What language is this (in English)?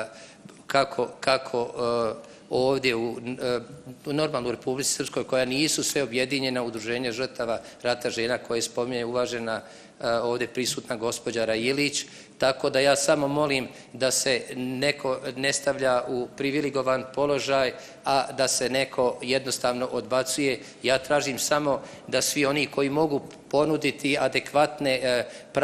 Bosnian